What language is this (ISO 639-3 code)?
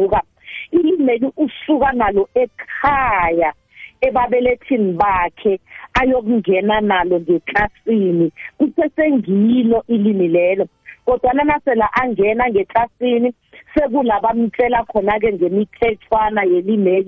nbl